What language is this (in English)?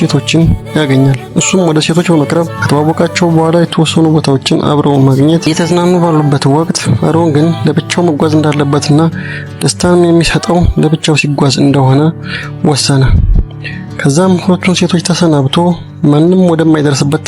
Amharic